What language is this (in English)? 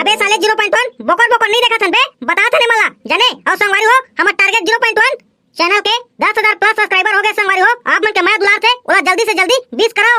Chhattisgarhi